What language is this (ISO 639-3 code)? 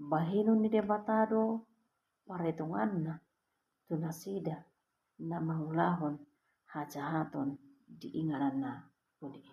bbc